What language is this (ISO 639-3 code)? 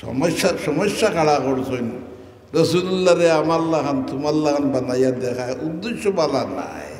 syl